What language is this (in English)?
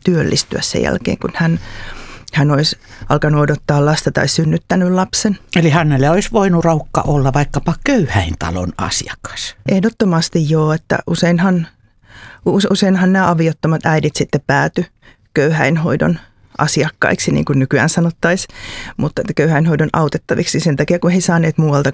Finnish